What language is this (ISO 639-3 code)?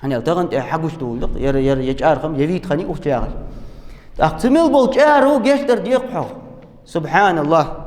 inh